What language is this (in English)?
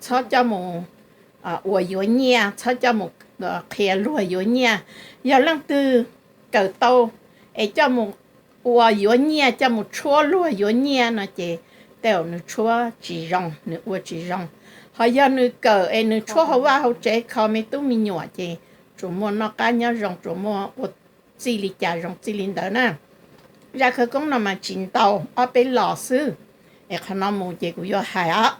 Hmong